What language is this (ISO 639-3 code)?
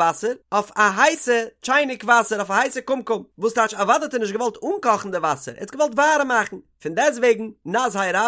yid